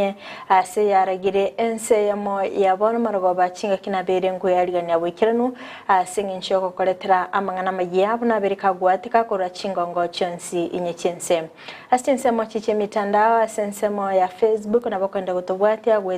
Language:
Gusii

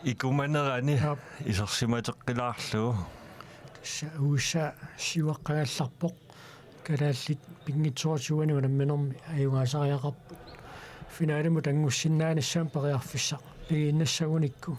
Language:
Kalaallisut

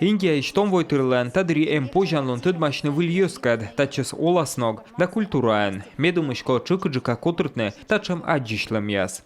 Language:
Komi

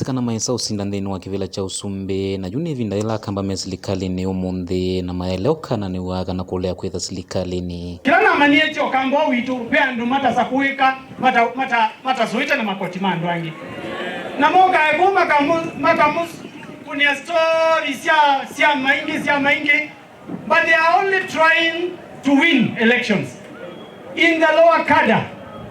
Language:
Kamba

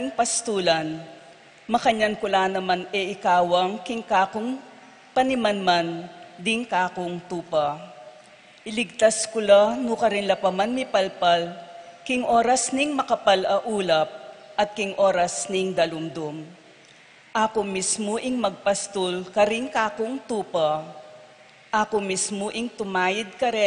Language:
Pampanga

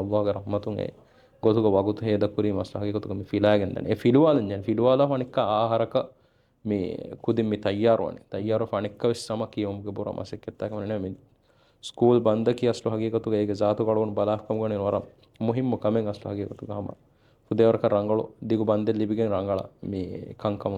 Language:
Divehi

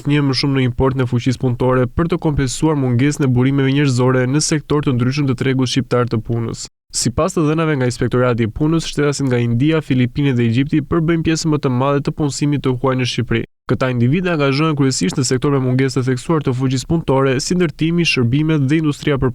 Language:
Albanian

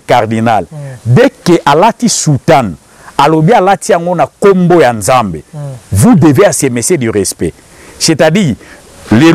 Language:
Lingala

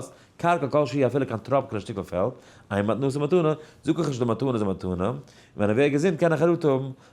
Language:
Yiddish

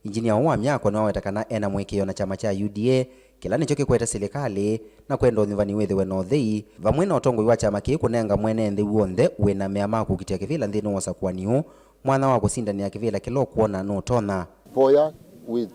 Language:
Kamba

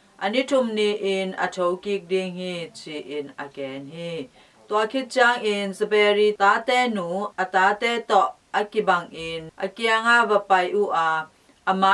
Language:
Tedim Chin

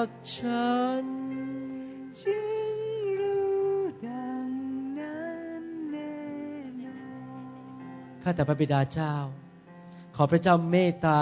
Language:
Thai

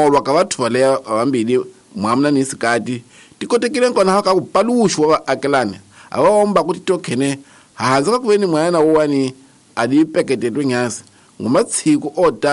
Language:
Tsonga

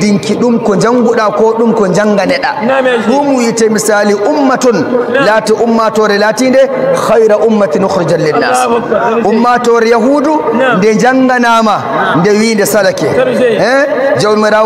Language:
Nigerian Fulfulde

